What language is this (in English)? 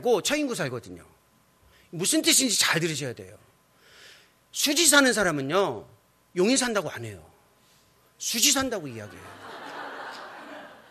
Korean